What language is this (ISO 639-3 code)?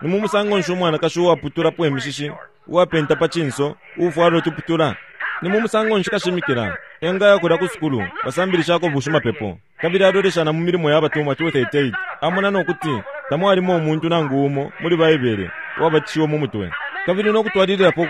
bem